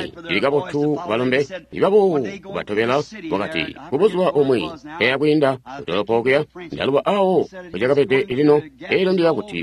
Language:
Tonga (Zambia)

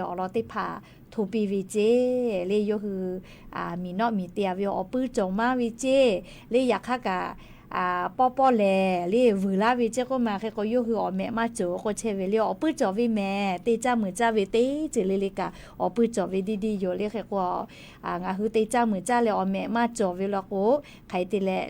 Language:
Lahu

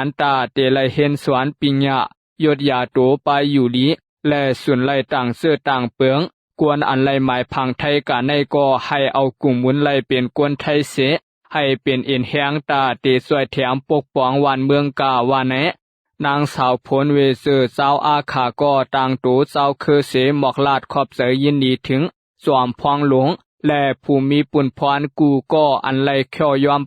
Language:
Shan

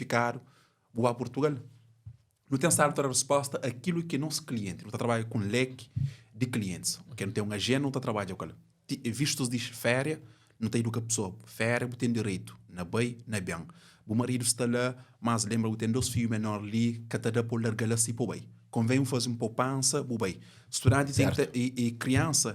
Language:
Kabuverdianu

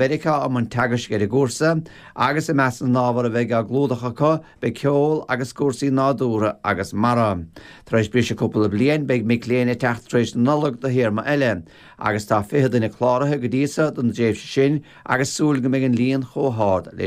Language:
Irish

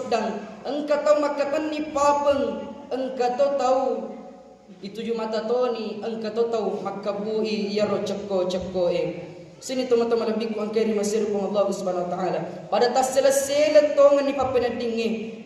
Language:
Buginese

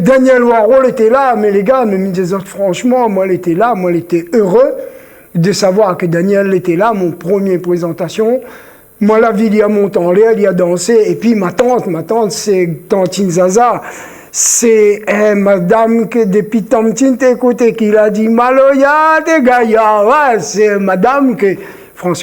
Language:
Réunion Creole French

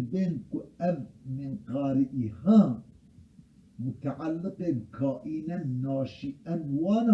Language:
Kurdish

